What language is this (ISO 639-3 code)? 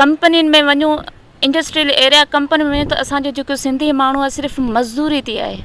snd